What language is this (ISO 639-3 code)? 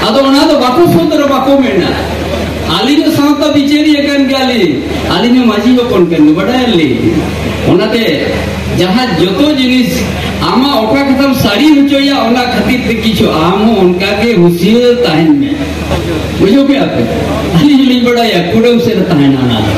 sat